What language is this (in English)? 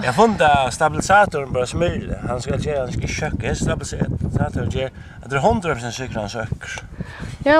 Faroese